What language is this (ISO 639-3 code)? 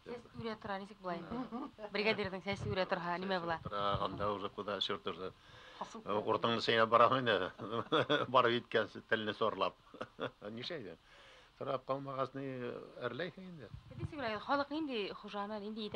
bak